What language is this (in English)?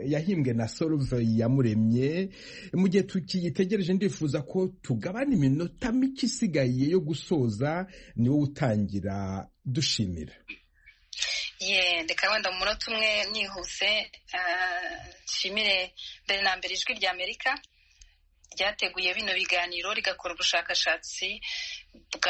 Kinyarwanda